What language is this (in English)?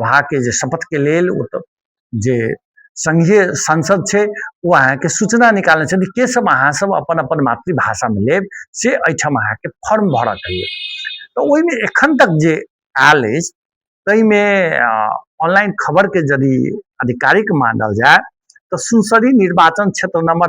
Maithili